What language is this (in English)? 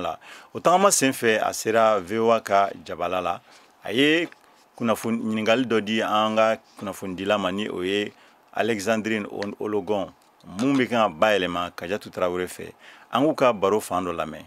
Bambara